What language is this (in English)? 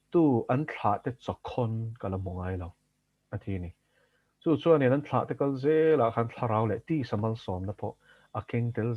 Mizo